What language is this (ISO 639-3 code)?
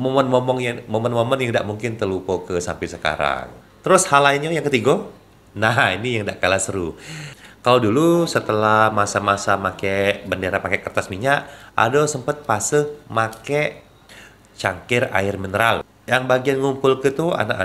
mui